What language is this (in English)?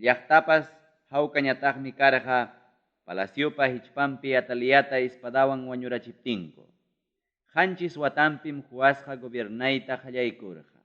Ayacucho Quechua